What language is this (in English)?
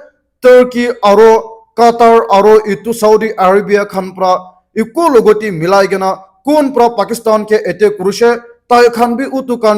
Naga Pidgin